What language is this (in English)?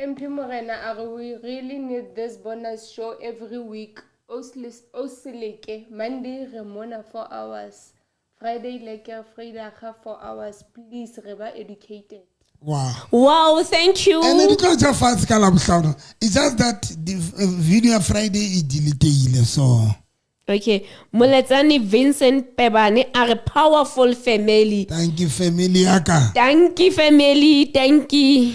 Southern Sotho